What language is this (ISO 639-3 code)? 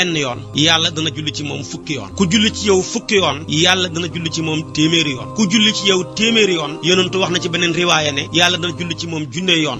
wol